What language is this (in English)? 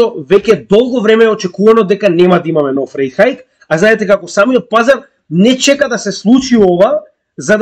Macedonian